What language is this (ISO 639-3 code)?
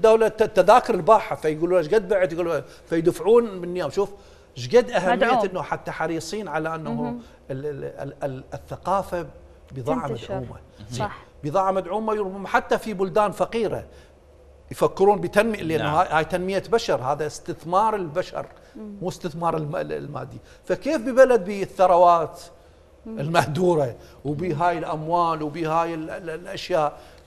acm